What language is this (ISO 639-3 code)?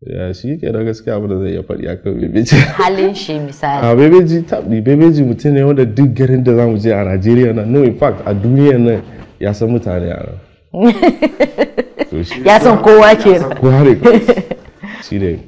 hau